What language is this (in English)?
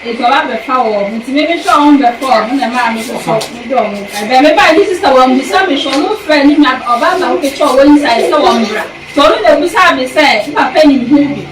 Akan